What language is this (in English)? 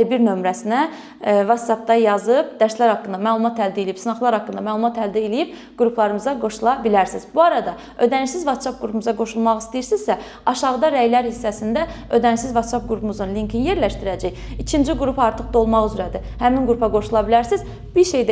Azerbaijani